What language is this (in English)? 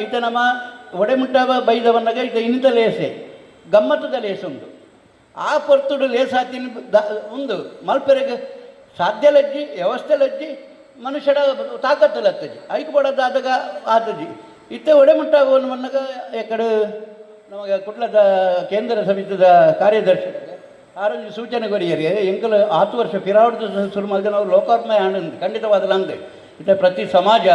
Tulu